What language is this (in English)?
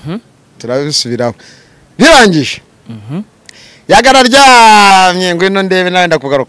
Kinyarwanda